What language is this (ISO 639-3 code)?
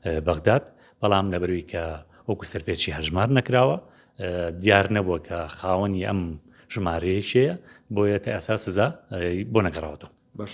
ckb